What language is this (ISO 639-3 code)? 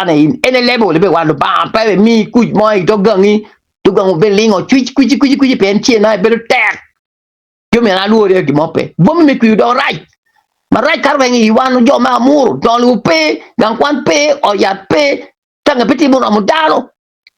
ach